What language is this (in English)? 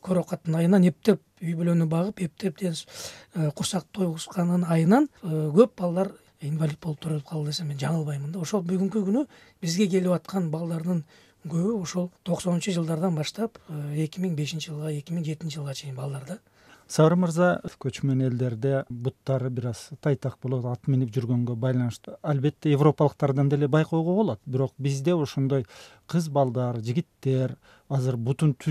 Kyrgyz